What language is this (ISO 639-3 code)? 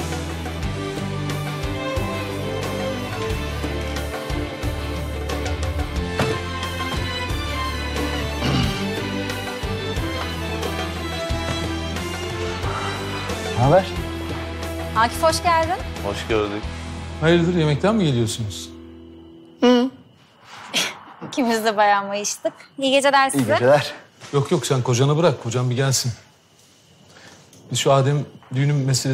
tur